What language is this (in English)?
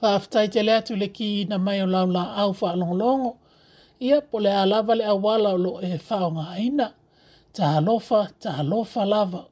Samoan